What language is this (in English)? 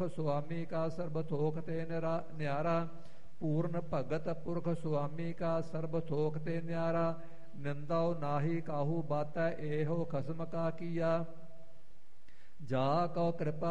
Punjabi